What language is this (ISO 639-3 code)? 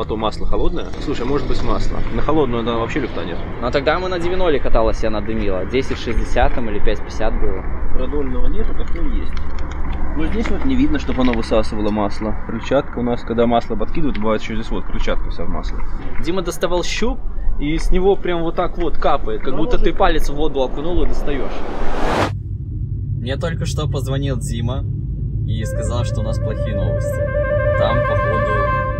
rus